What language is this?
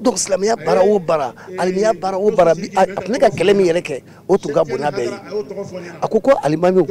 Bambara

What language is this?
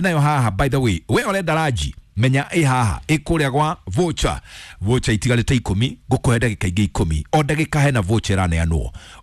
Kikuyu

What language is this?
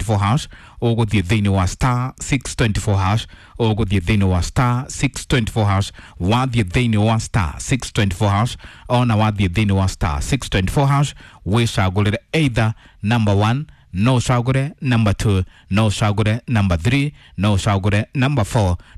Kikuyu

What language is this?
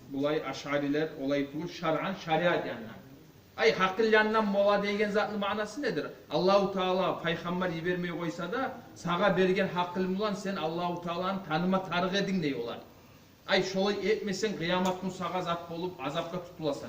Kumyk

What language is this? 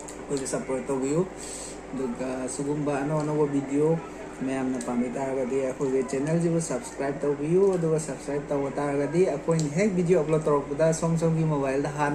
Manipuri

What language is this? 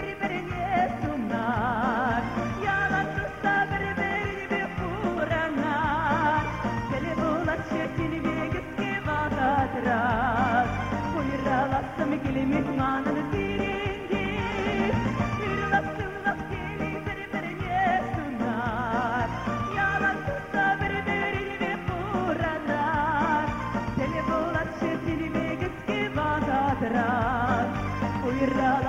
Chuvash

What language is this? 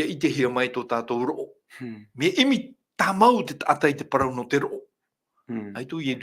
Tahitian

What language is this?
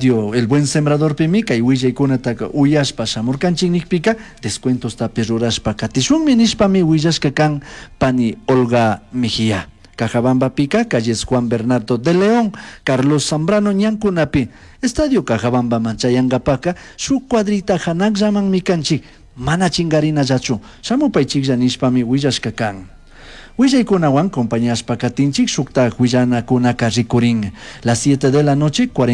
Chimborazo Highland Quichua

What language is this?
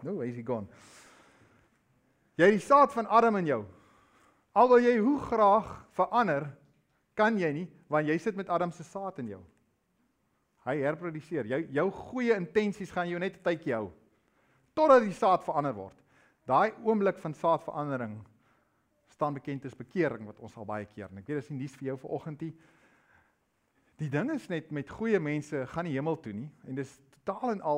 Afrikaans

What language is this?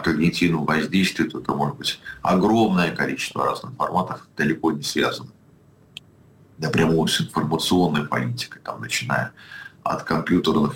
Russian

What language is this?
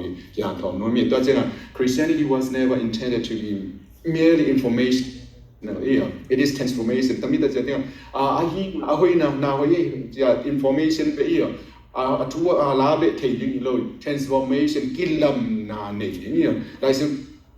Tedim Chin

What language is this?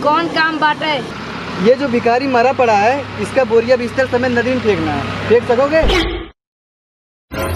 Bhojpuri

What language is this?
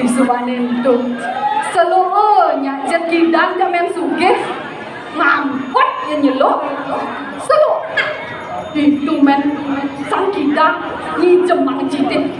Balinese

